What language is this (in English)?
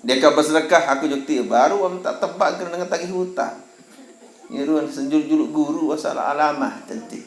Sasak